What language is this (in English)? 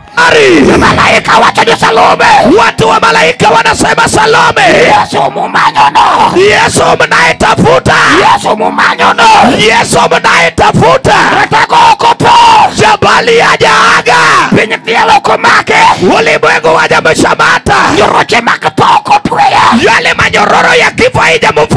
Swahili